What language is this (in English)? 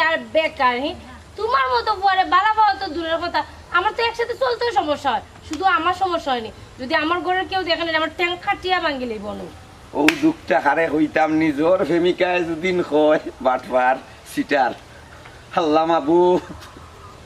Sylheti